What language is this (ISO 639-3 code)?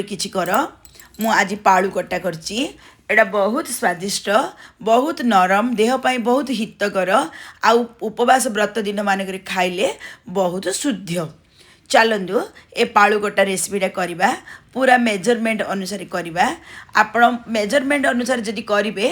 ori